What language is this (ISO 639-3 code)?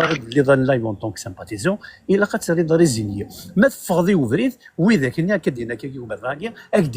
kab